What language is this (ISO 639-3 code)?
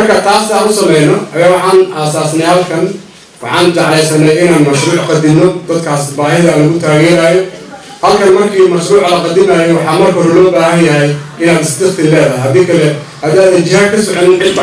som